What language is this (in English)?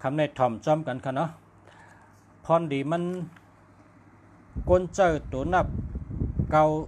Shan